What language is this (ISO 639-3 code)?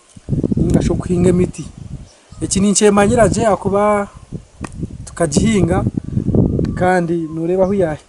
nyn